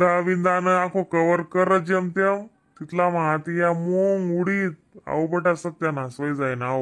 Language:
Khandesi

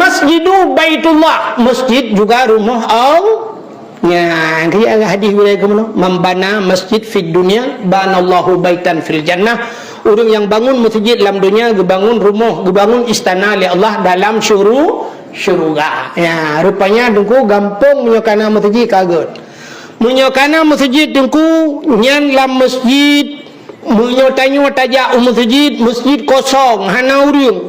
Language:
Achinese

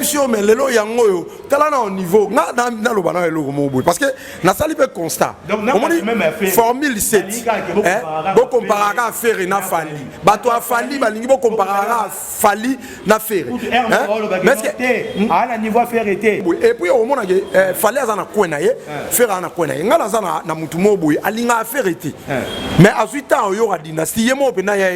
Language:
Lingala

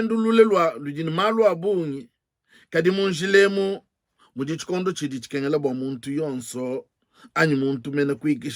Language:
Luba-Lulua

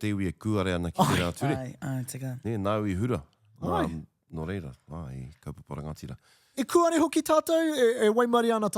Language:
Māori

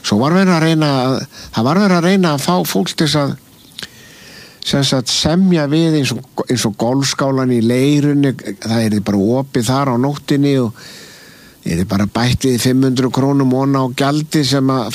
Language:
Icelandic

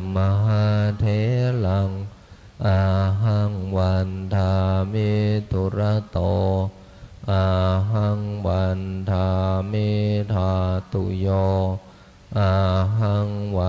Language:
Pali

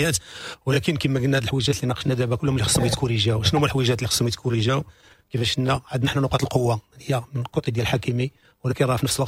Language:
Moroccan Arabic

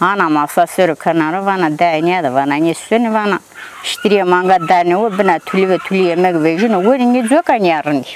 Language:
Zaza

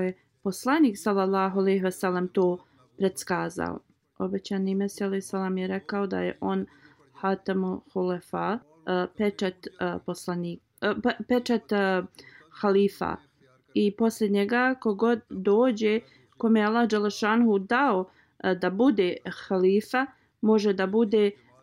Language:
Bosnian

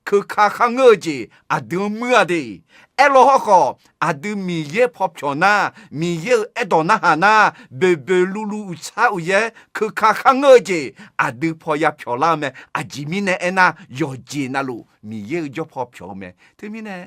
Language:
Akha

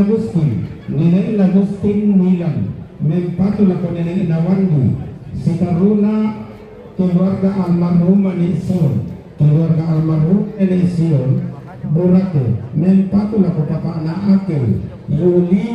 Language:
Toraja-Sa'dan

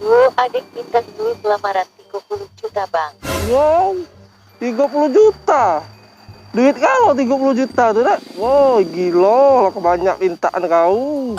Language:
Musi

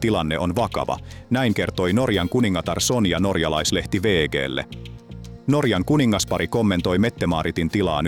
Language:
Finnish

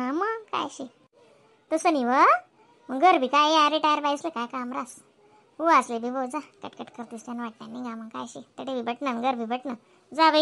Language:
Khandesi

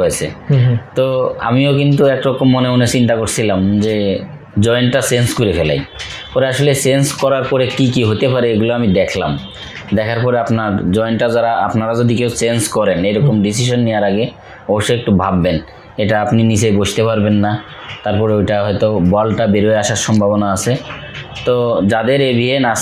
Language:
Bangla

